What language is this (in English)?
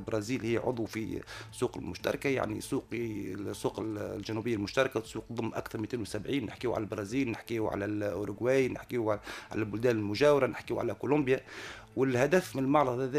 Tunisian Arabic